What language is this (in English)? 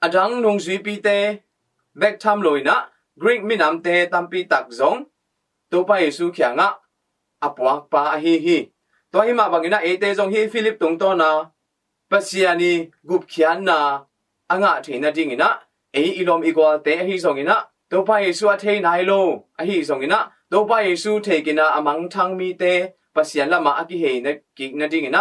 Tedim Chin